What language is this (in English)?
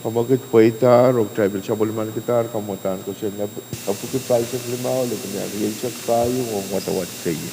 Pohnpeian